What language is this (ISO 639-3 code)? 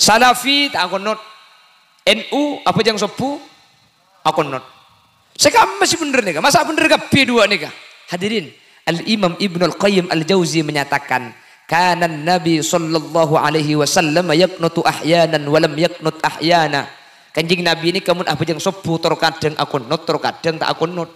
mad